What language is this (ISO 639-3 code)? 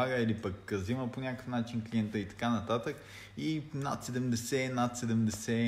bul